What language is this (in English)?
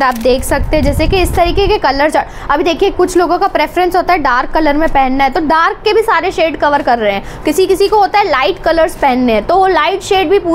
Hindi